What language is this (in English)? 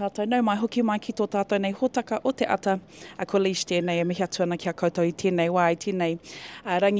Māori